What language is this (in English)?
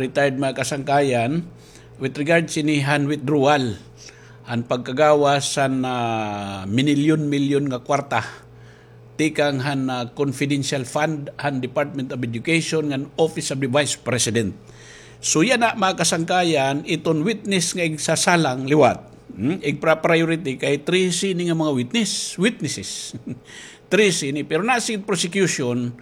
Waray